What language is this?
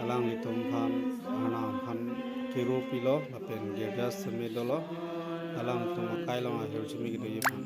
Karbi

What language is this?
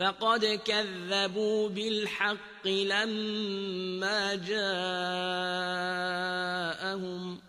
Azerbaijani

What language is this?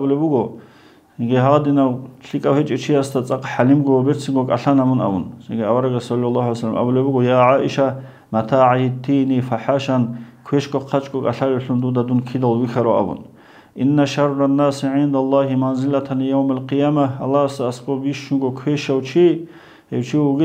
Avaric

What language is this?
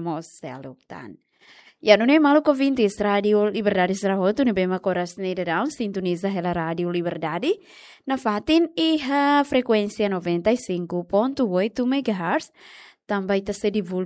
Tetum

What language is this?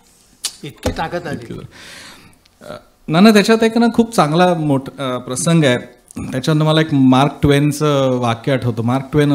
Marathi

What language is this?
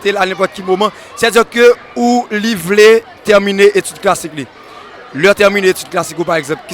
Haitian Creole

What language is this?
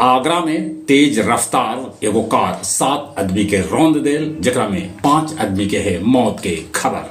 Magahi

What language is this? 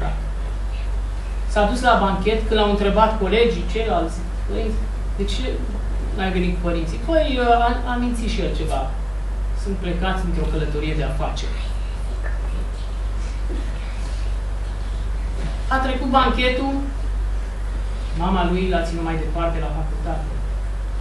Romanian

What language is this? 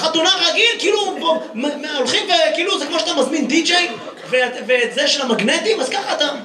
Hebrew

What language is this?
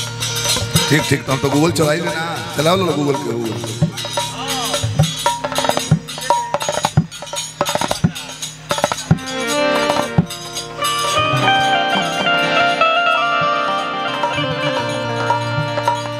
Bhojpuri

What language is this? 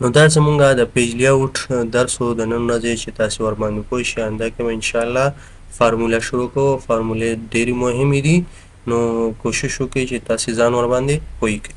Pashto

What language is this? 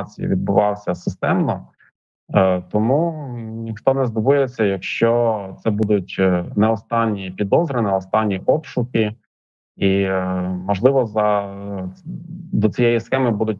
Ukrainian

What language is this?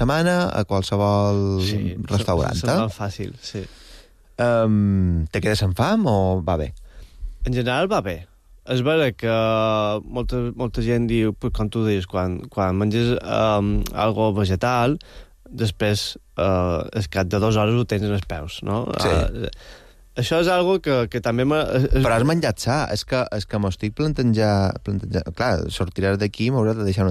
Catalan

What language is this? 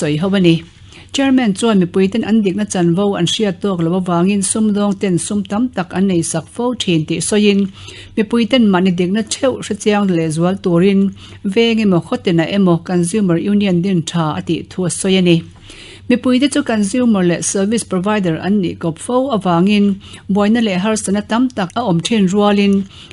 Mizo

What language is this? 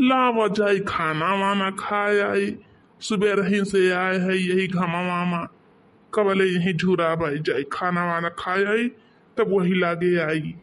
Awadhi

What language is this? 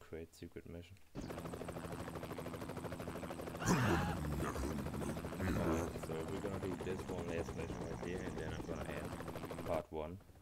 English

